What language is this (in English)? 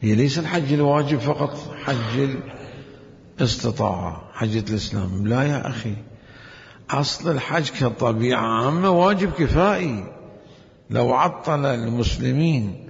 Mesopotamian Arabic